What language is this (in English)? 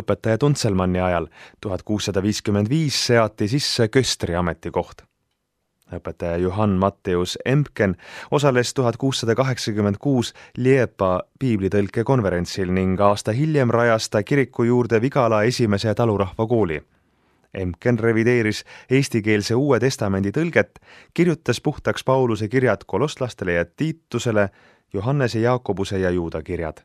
Estonian